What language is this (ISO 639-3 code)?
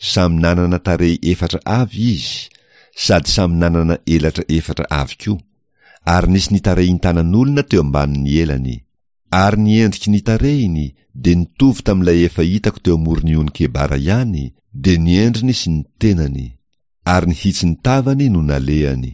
mlg